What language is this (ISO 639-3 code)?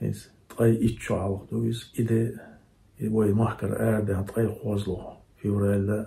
che